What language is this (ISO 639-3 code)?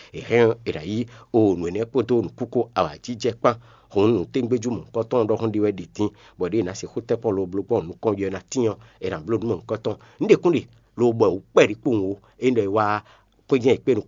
fon